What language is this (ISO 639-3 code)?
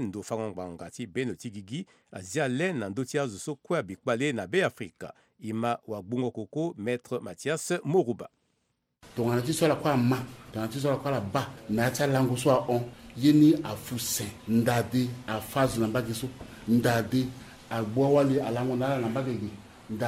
sag